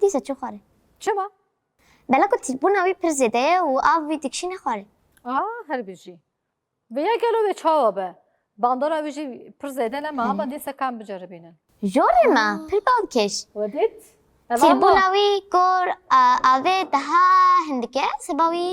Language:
Kurdish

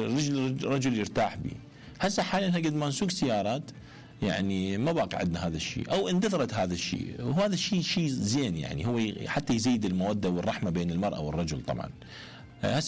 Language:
Mesopotamian Arabic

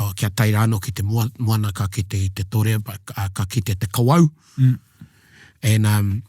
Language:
Māori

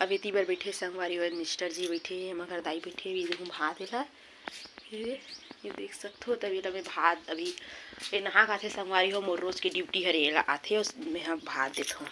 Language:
Chhattisgarhi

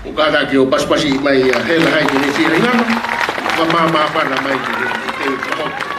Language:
Tongan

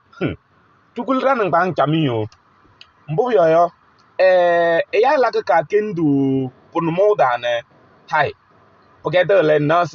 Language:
Kabiyè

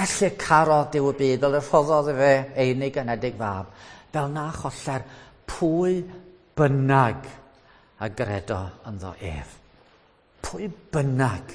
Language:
Welsh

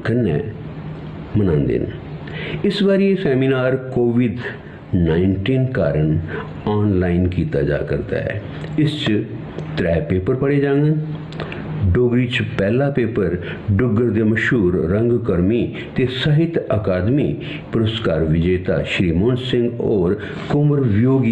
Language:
Dogri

